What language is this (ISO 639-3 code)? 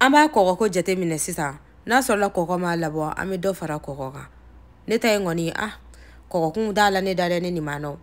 bam